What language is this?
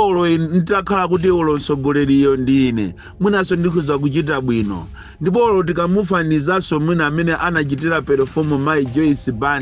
Nyanja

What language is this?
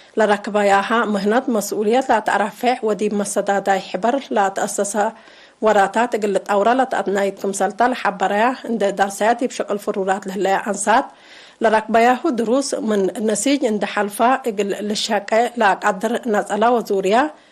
Tigre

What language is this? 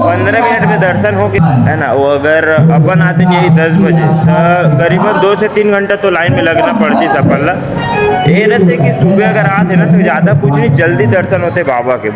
Chhattisgarhi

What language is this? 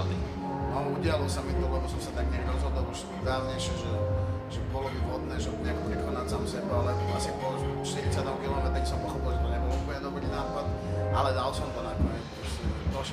Slovak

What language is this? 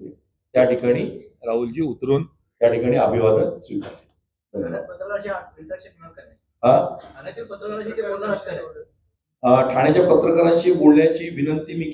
Marathi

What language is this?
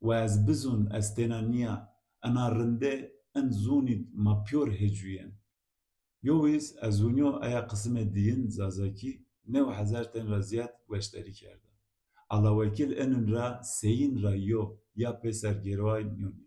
Zaza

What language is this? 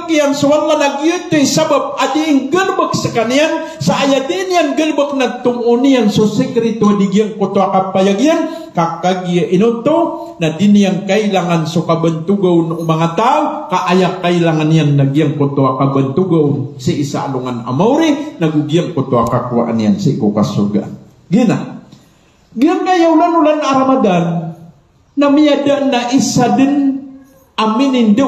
Maranao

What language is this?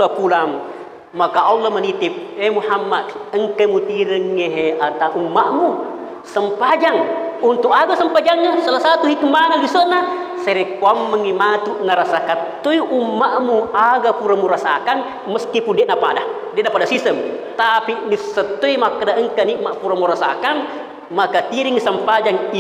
Buginese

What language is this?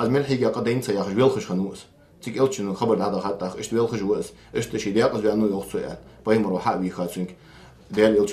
Ingush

